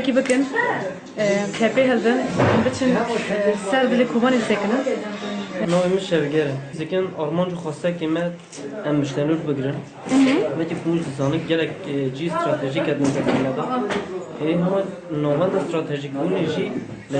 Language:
Kurdish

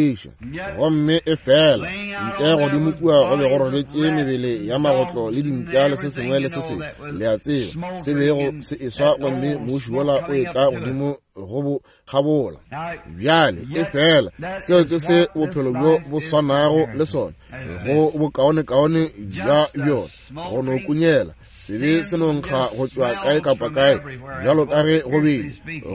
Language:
Northern Sotho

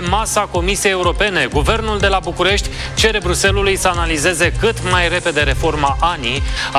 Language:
Romanian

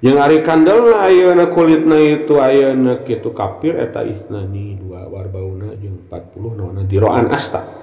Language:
Sundanese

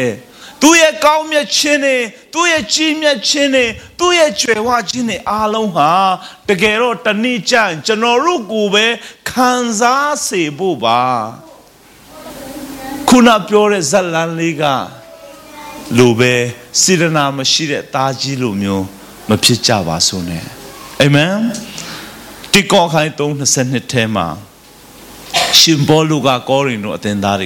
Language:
Burmese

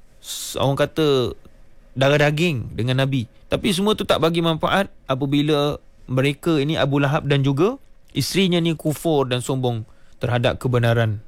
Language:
Malay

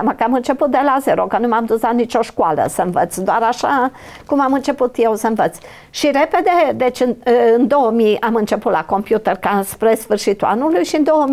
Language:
Romanian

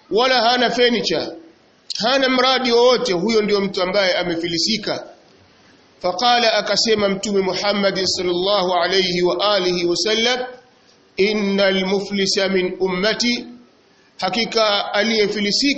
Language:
Swahili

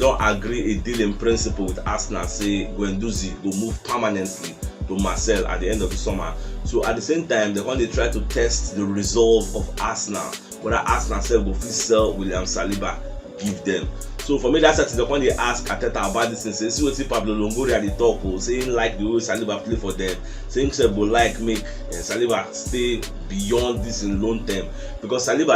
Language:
Nigerian Pidgin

